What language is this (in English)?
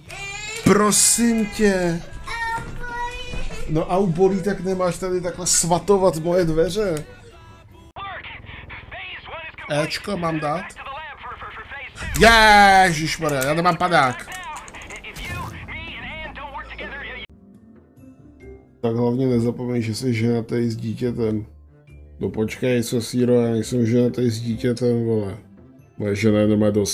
Czech